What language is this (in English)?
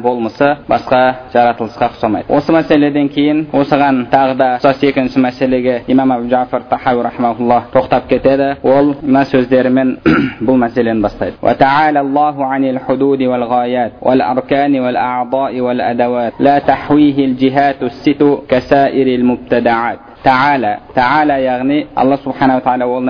Kazakh